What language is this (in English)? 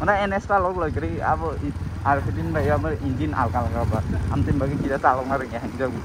Kok Borok